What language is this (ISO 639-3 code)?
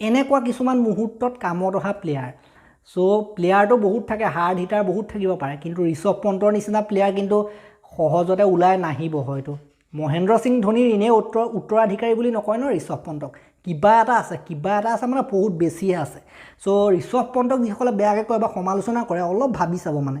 asm